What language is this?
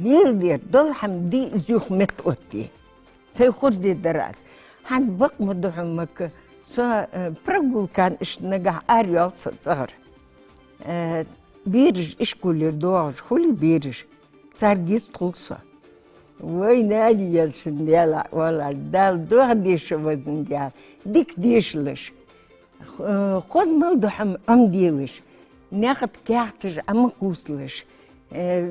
Ingush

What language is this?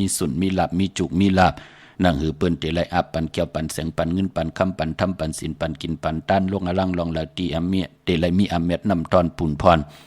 Shan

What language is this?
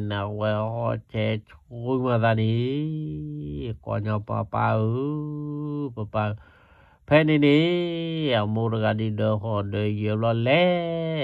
S'gaw Karen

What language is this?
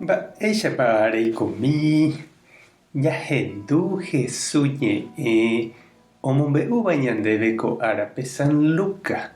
Guarani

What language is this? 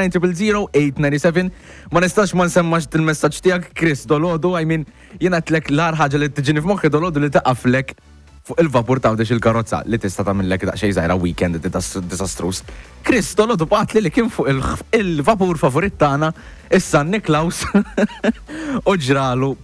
Maltese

